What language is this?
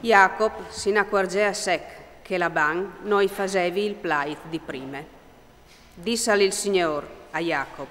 Friulian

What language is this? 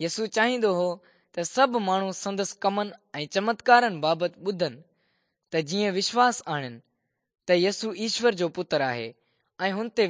Sindhi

